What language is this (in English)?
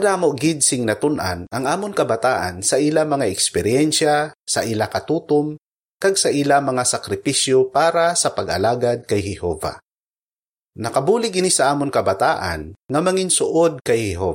Hiligaynon